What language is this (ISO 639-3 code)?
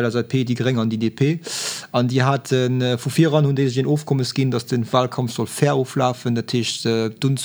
ltz